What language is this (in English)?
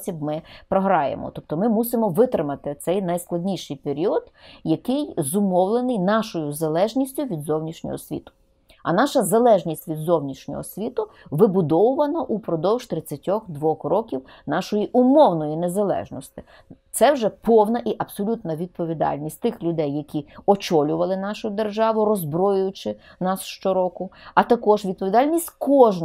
Ukrainian